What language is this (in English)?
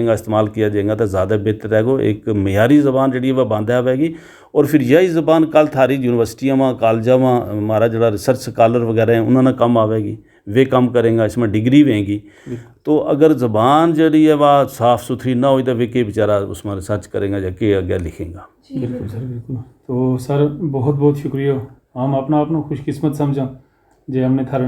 Gujari